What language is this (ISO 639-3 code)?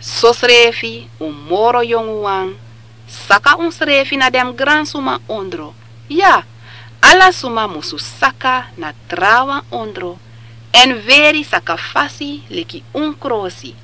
srn